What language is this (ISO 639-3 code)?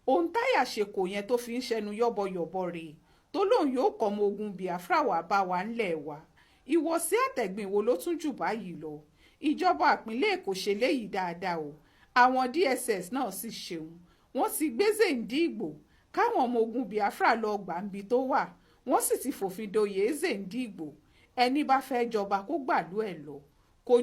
yor